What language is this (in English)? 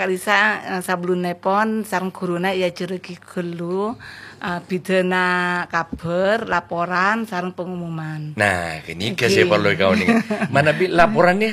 Madurese